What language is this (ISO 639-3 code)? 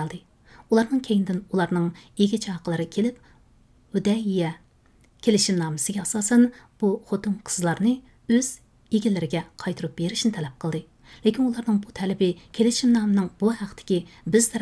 uig